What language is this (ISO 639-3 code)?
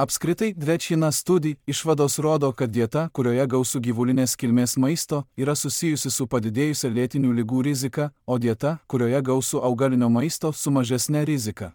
lit